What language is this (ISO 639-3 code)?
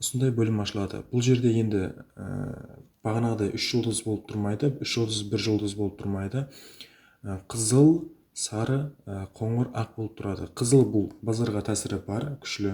kaa